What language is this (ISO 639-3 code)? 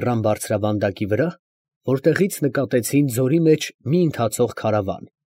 hye